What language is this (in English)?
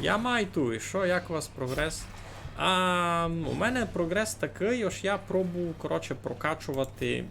Rusyn